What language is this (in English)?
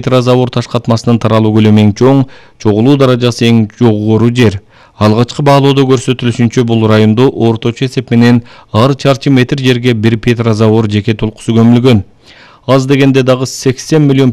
Kyrgyz